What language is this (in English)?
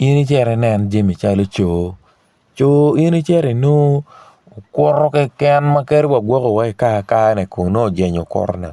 Acoli